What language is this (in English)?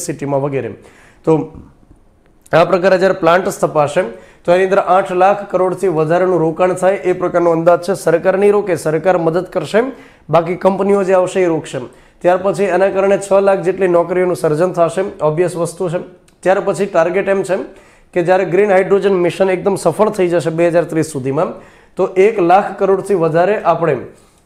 Gujarati